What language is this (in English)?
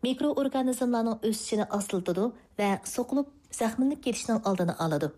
Uyghur